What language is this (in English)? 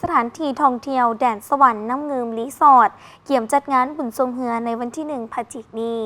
Lao